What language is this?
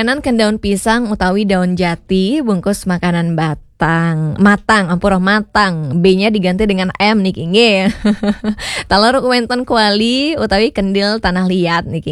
Balinese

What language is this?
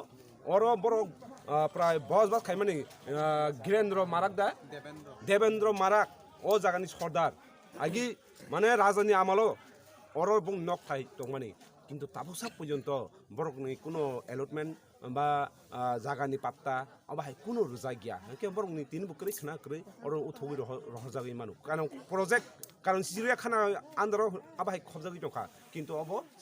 Kok Borok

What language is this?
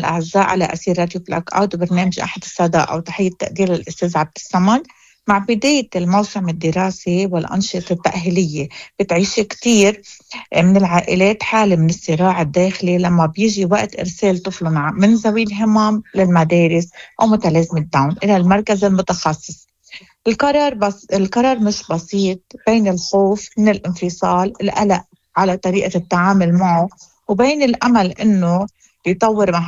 Moroccan Arabic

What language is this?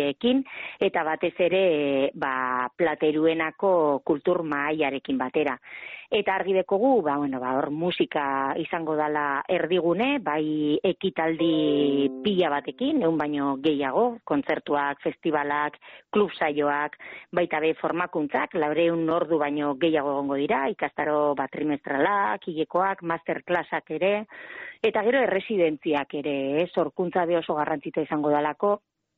Basque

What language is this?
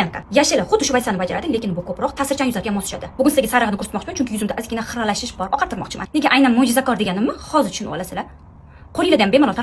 Uzbek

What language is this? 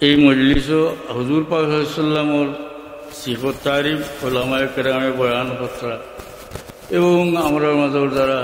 Sylheti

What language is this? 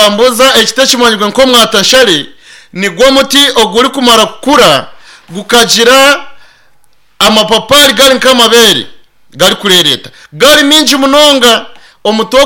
Nyankole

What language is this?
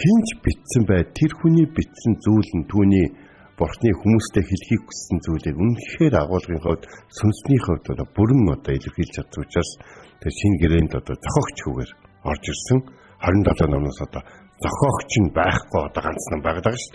Mongolian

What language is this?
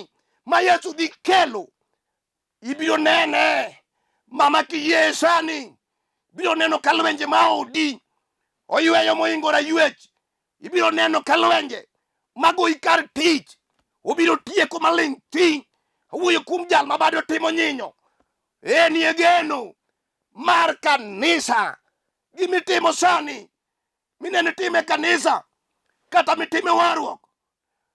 Luo (Kenya and Tanzania)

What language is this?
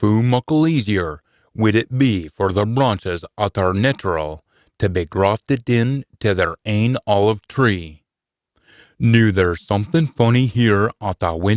Scots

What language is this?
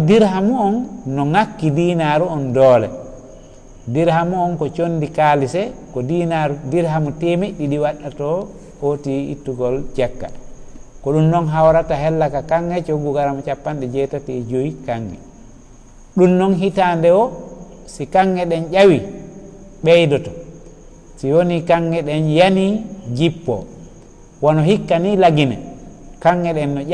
Fula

